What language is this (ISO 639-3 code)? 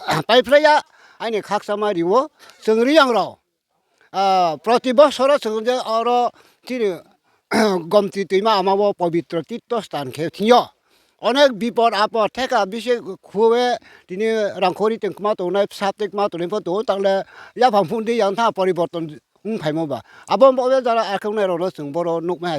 ria